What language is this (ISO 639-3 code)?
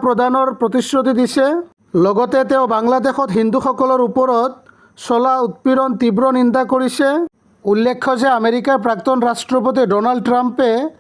asm